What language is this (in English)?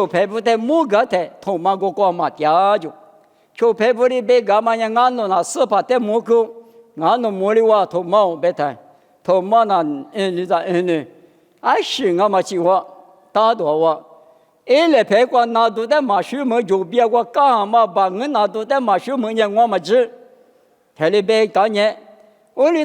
Lisu